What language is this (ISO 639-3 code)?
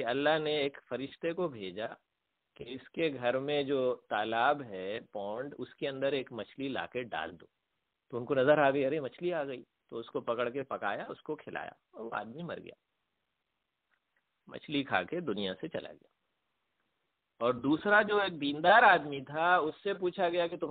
urd